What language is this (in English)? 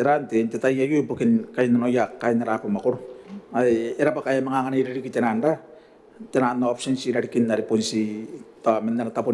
Gilbertese